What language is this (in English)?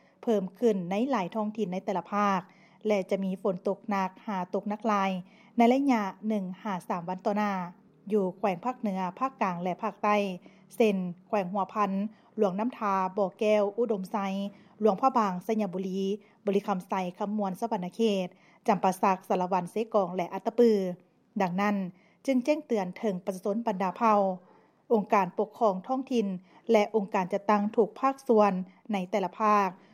Lao